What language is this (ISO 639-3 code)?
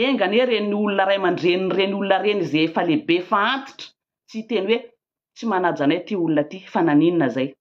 mlg